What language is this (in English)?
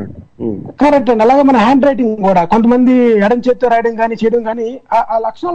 Telugu